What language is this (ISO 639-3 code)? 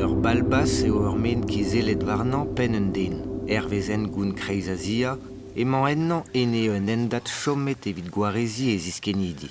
bre